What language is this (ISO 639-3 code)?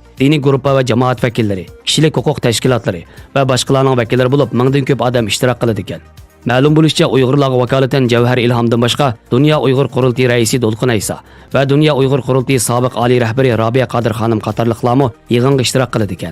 uig